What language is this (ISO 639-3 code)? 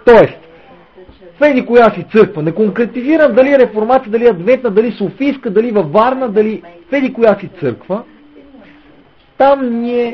bul